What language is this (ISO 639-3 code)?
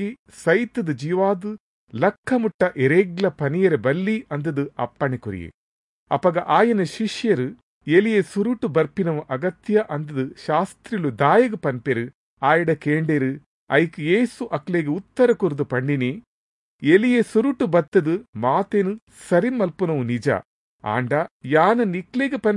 tcy